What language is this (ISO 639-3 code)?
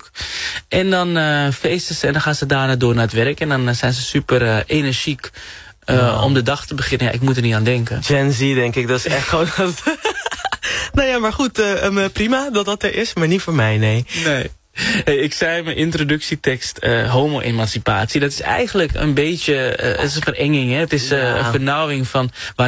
nld